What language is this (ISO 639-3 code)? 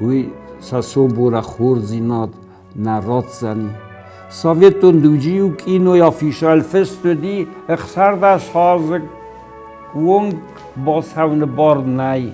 oss